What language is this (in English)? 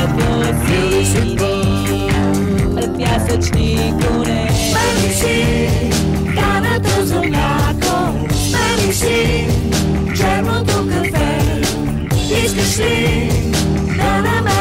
Bulgarian